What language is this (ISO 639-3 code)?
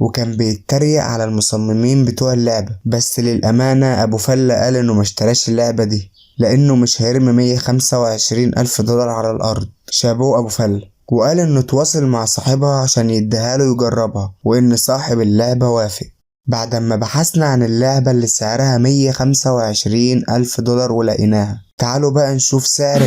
arz